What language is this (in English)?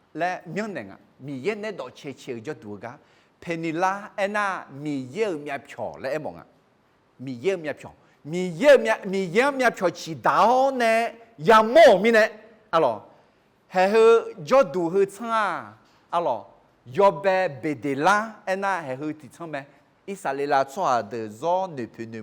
Akha